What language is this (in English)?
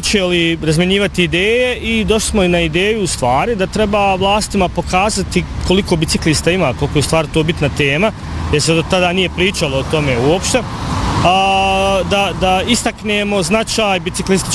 Bosnian